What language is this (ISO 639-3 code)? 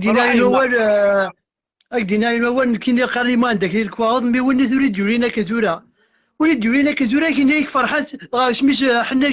kab